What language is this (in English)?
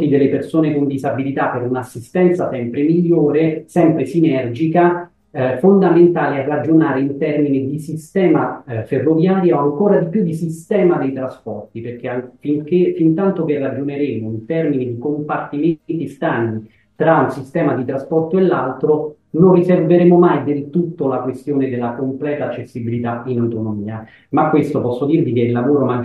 Italian